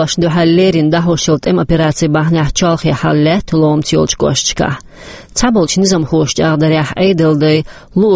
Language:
Chechen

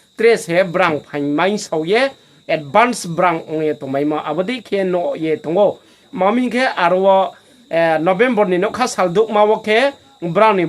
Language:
Riang (India)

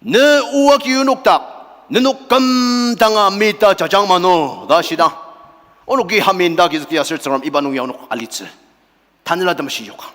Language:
Ao Naga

